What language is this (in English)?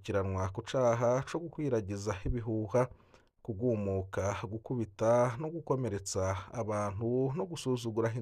Rundi